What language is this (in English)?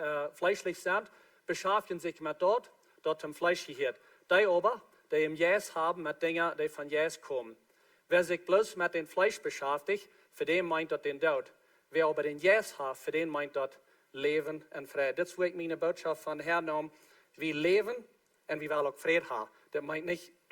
Plautdietsch